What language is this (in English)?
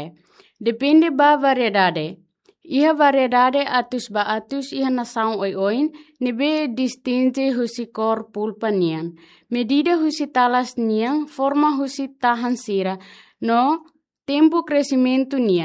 Tetum